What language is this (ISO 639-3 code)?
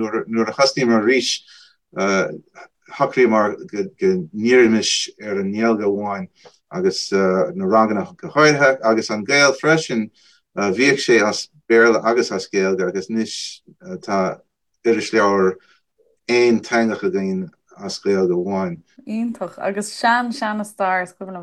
gle